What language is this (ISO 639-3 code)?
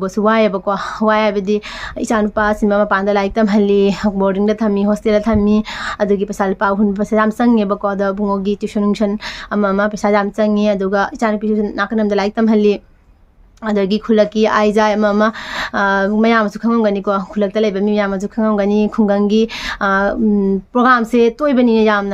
mni